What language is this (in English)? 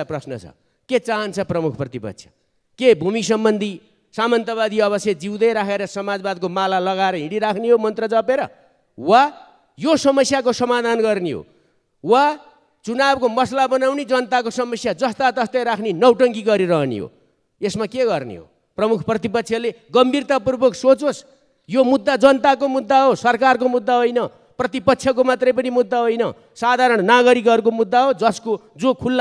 Nepali